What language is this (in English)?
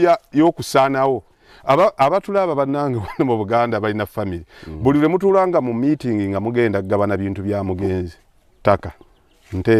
Ganda